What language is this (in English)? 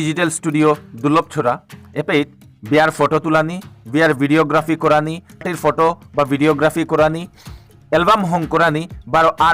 Bishnupriya